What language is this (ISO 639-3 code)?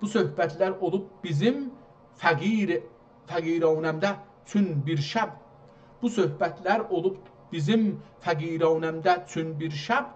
azb